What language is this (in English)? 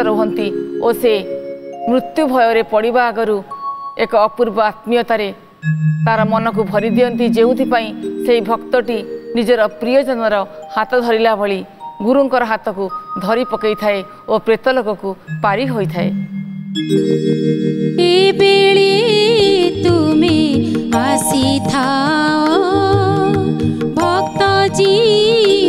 Odia